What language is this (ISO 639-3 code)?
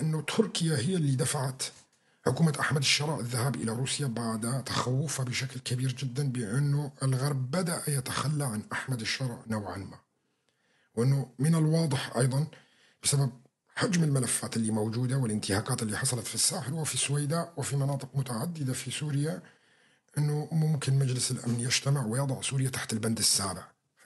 apc